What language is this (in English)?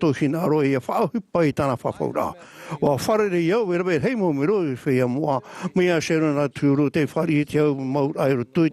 Tahitian